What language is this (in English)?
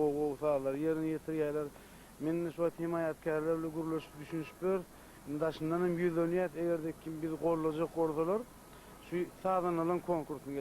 Turkmen